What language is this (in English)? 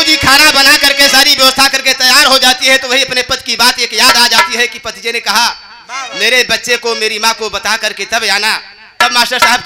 Bhojpuri